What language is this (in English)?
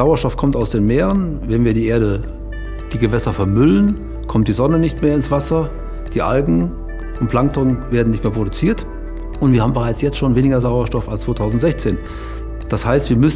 German